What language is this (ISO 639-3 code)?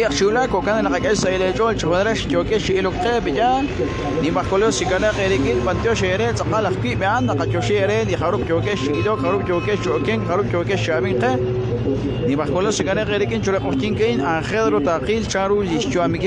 kek